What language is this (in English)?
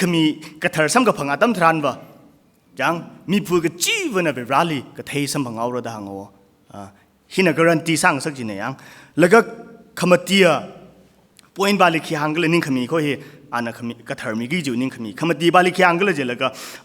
Tangkhul Naga (India)